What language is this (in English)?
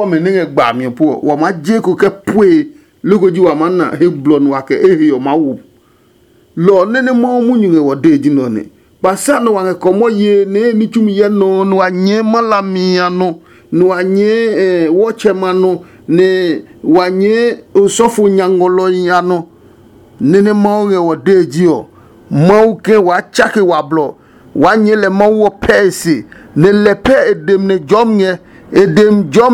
Adangme